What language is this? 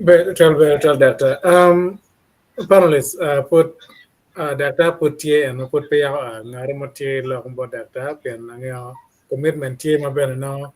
Acoli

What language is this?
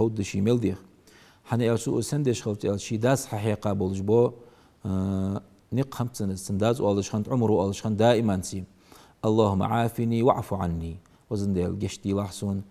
Ingush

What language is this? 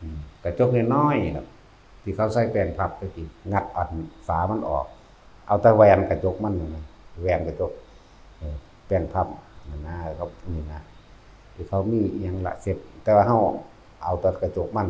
Northeastern Thai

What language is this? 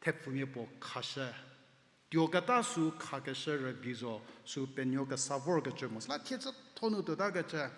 Angami Naga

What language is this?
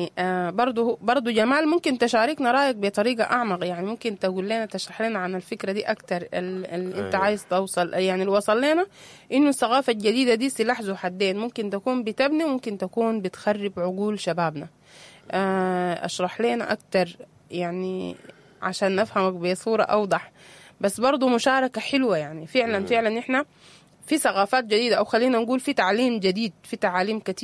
Sudanese Arabic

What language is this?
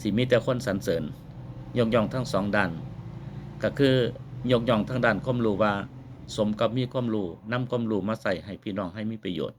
Northeastern Thai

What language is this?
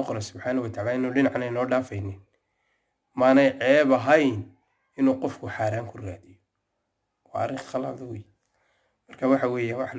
Somali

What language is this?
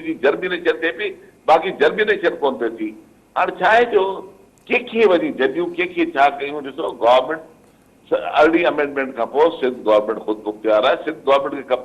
Sindhi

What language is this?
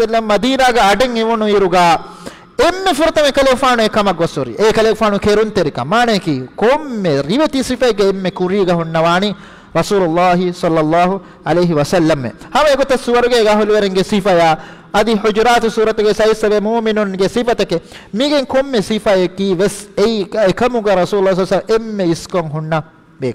Divehi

